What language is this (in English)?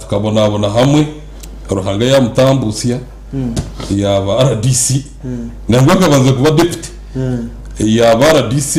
Nyankole